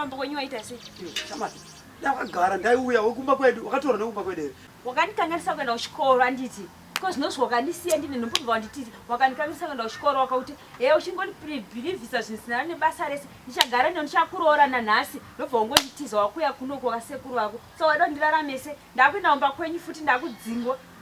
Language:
Shona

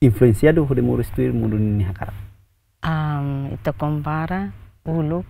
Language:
Tetum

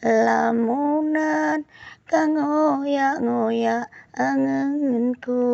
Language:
Javanese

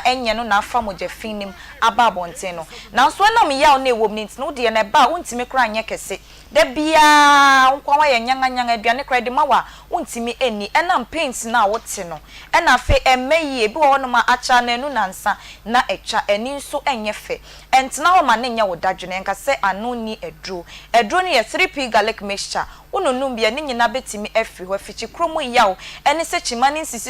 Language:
Akan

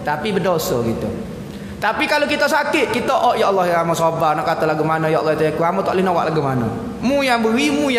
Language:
Malay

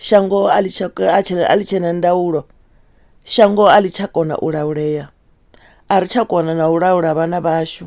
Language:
Venda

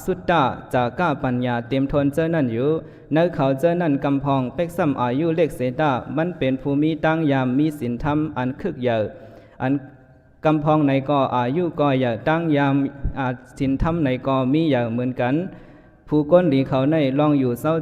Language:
Shan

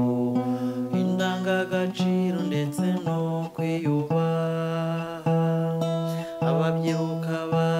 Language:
Kinyarwanda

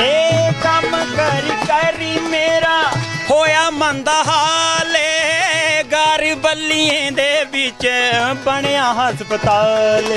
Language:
Dogri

